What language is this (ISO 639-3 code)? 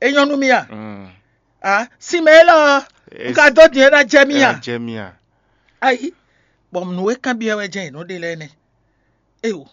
fon